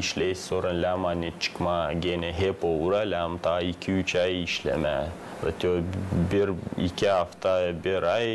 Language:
Gagauz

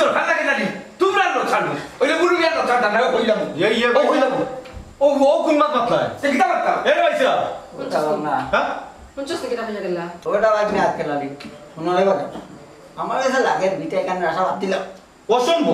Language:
Sylheti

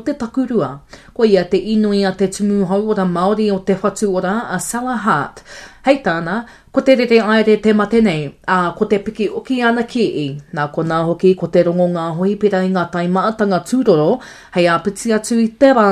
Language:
Māori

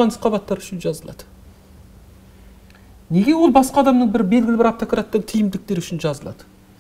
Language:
Kazakh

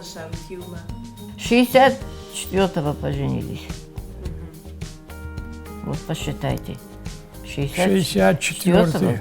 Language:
Ossetic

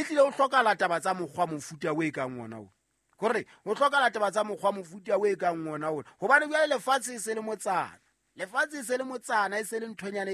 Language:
Southern Sotho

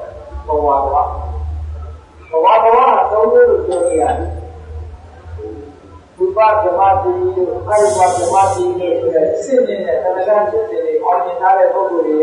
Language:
Burmese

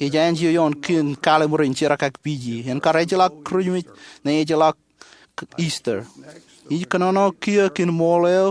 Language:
Marshallese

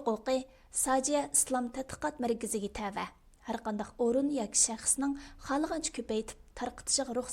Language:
Uyghur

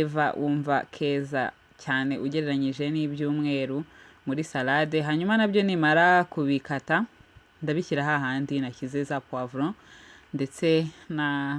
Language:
Kinyarwanda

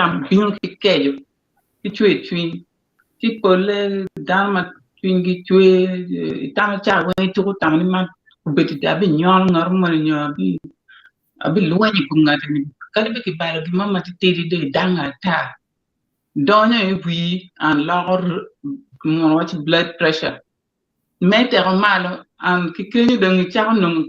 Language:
Acoli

